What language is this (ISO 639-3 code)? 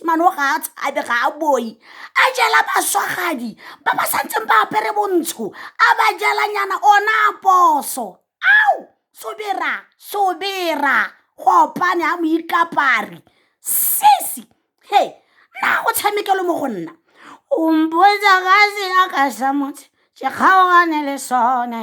tsn